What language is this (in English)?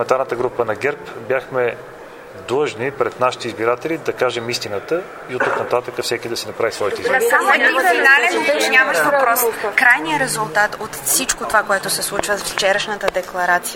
Bulgarian